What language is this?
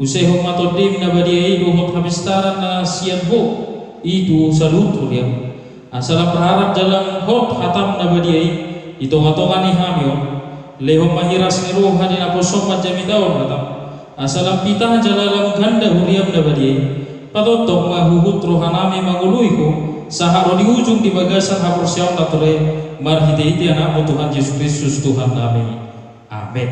Batak Toba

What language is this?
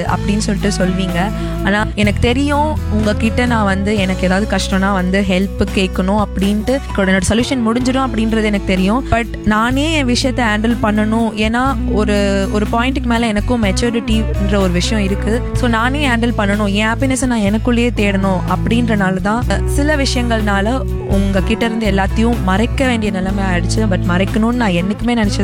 Tamil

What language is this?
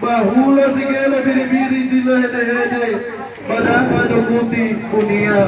Nias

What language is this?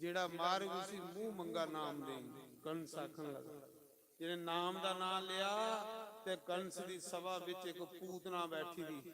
Dogri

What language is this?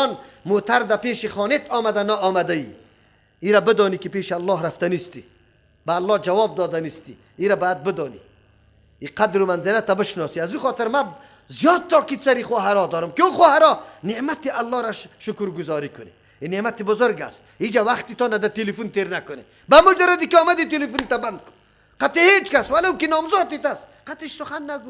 Persian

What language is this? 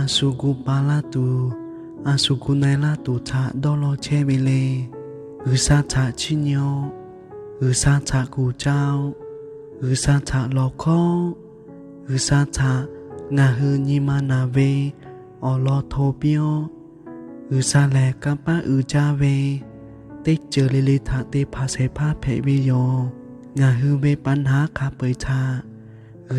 Lahu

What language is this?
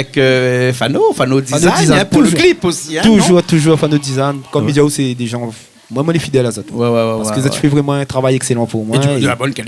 Réunion Creole French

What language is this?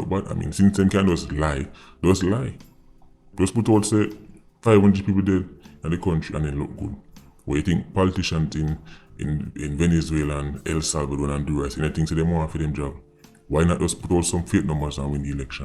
Jamaican Creole English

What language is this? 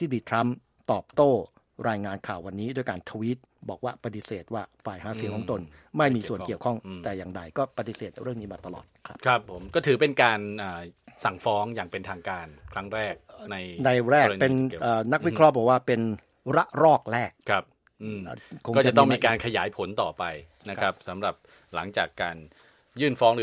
Thai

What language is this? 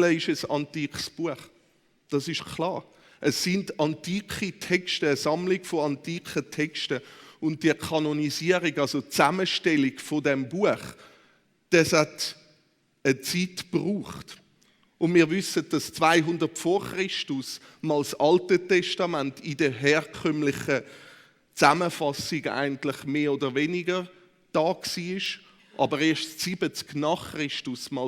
Swiss German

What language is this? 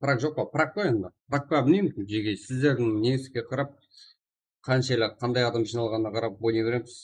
Kara-Kalpak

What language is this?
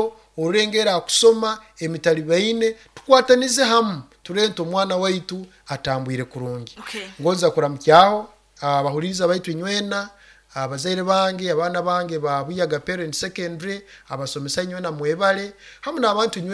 Nyoro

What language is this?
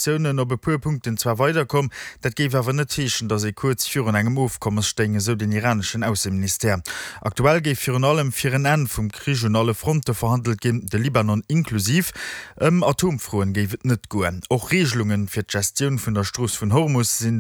Luxembourgish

